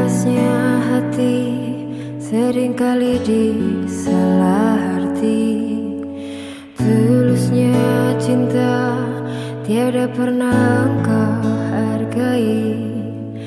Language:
Indonesian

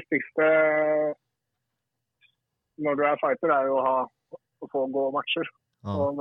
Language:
Swedish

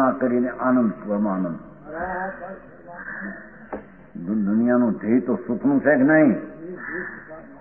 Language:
Gujarati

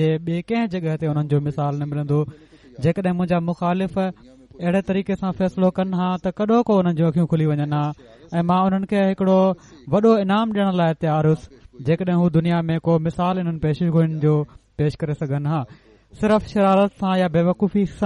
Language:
Sindhi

